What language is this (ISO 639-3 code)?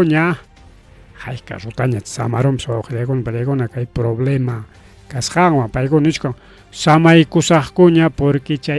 quy